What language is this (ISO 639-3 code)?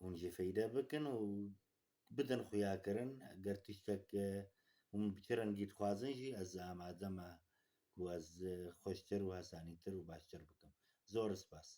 kur